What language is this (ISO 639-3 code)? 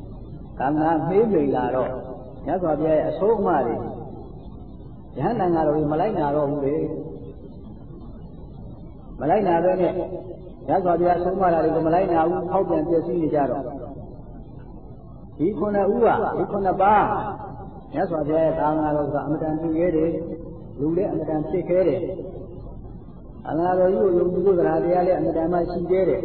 mya